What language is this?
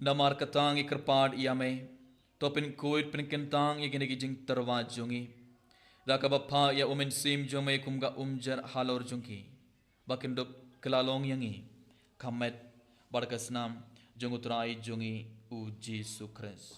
Khasi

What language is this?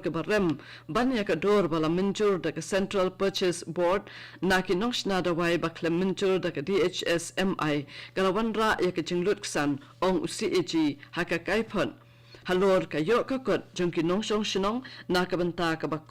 Khasi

